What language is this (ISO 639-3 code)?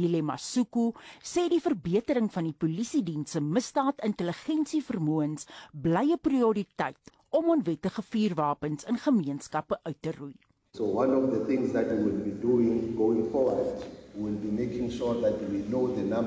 afr